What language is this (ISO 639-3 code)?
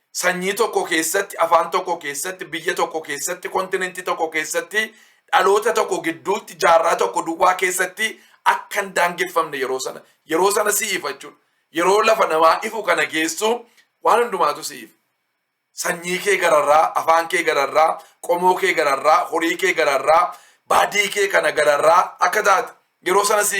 orm